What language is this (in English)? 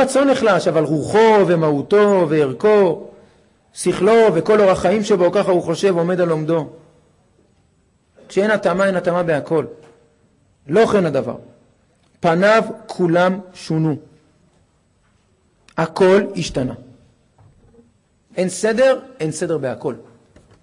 Hebrew